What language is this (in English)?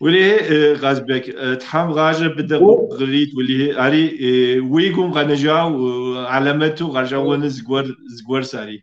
Kabardian